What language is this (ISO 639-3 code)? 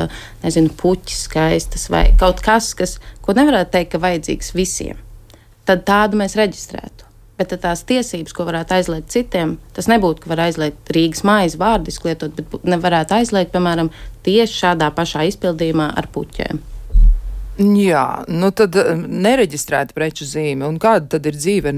lav